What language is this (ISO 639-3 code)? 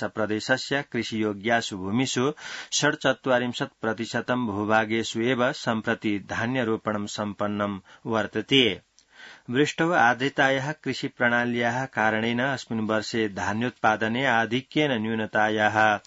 san